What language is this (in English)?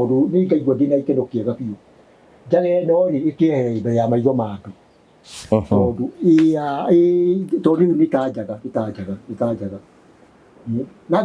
Kikuyu